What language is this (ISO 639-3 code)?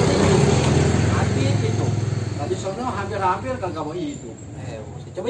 bew